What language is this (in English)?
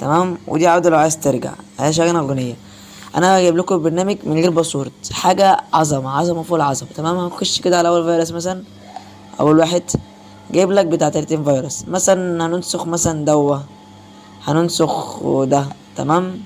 Egyptian Arabic